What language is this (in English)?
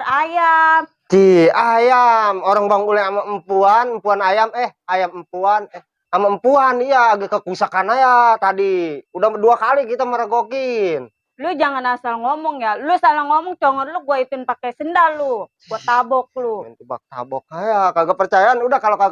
Betawi